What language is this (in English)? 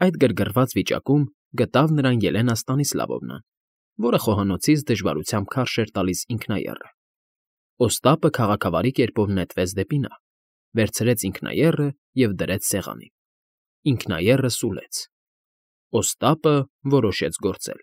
Armenian